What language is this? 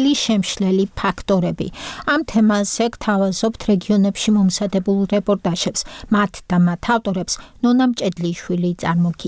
Georgian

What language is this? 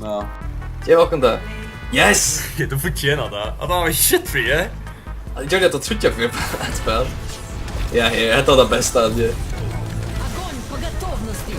Faroese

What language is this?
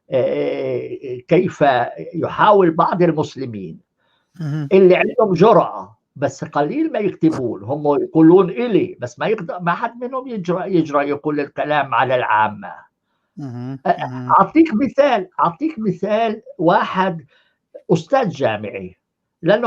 North Levantine Arabic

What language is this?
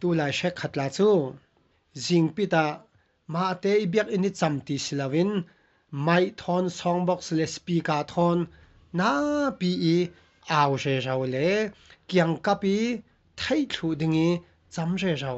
Falam Chin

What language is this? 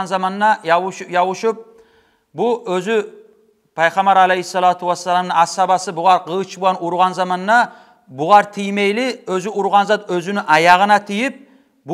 Kumyk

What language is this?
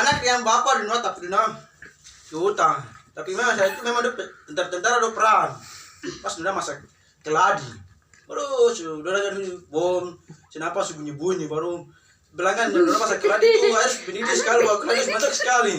Papuan Malay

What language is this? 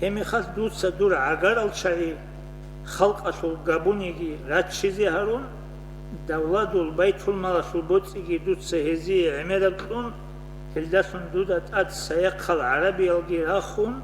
Avaric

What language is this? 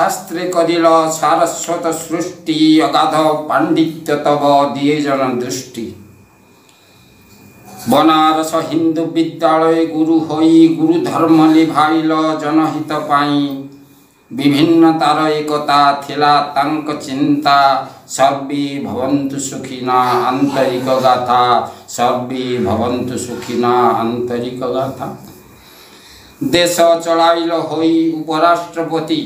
Odia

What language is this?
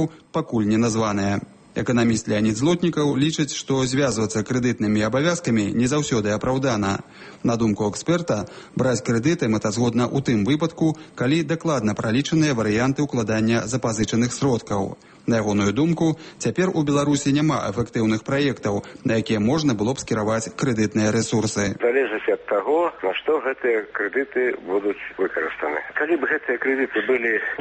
Belarusian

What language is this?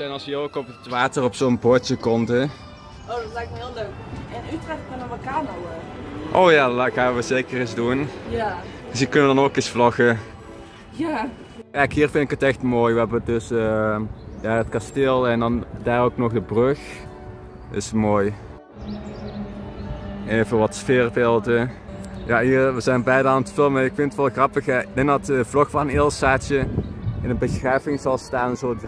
Dutch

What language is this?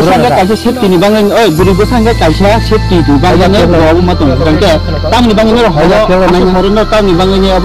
Kok Borok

